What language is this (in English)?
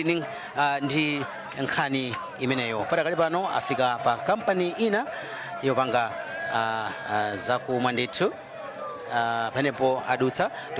Nyanja